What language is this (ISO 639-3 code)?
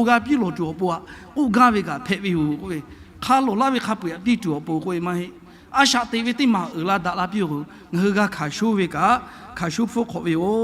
lhu